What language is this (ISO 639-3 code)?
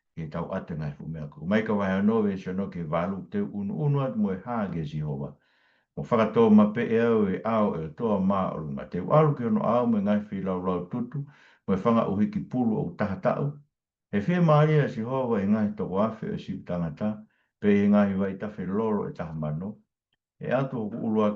ton